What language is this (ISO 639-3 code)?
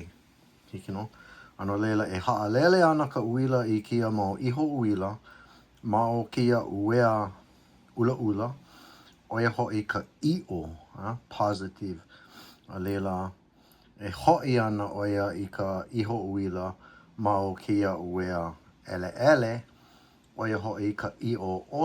haw